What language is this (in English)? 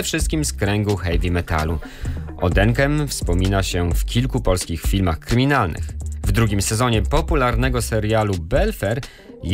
Polish